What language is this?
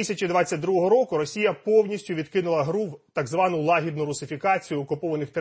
Ukrainian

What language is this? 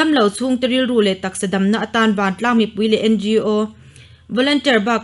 Mizo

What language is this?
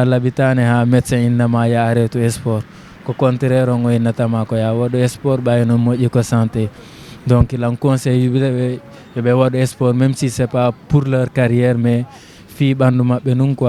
Fula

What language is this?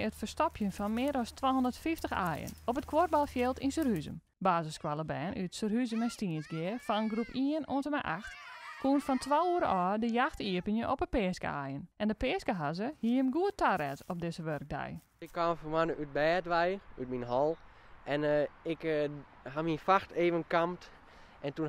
Western Frisian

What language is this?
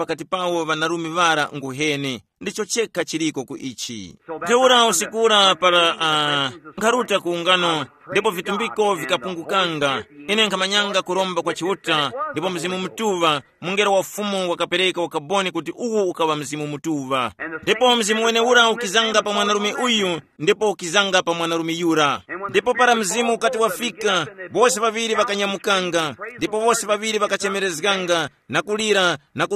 Tumbuka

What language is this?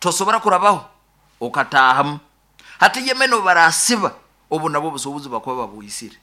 Nyankole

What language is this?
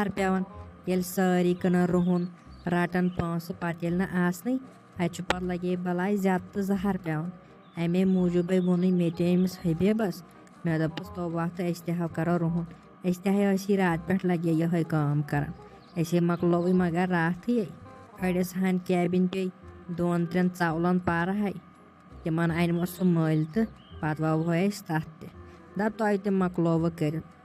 Kashmiri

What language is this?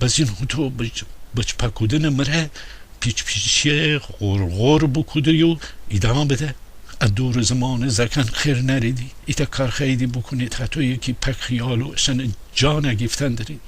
Gilaki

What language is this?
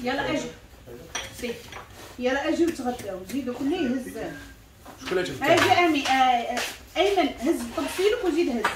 Moroccan Arabic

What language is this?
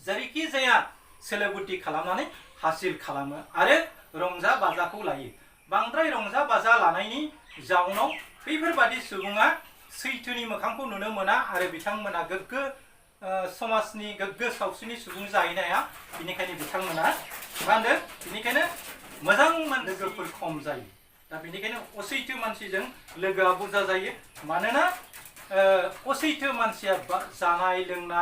Bodo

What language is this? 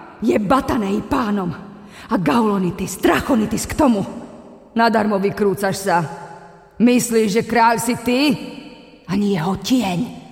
Slovak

